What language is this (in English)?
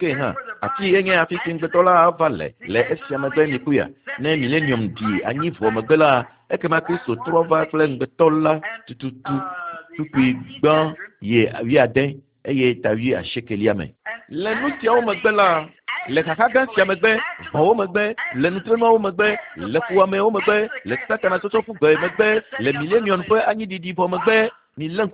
Ewe